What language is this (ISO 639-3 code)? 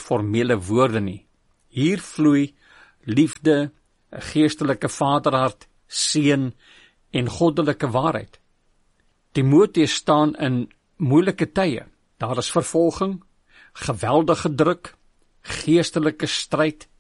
afr